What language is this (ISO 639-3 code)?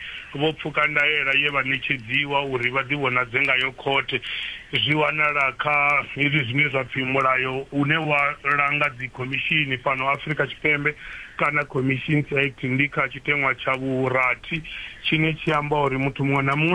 ven